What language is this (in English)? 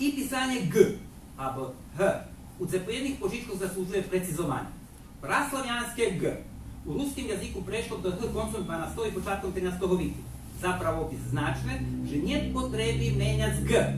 Rusyn